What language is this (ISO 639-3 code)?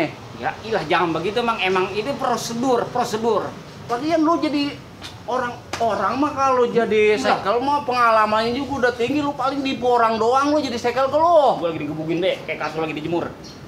bew